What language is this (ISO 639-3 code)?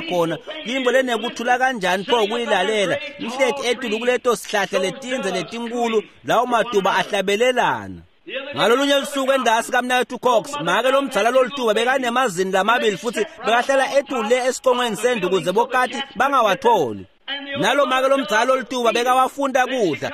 ssw